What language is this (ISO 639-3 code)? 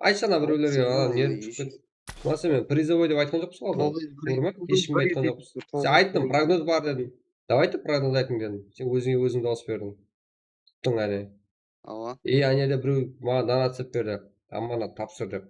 kaa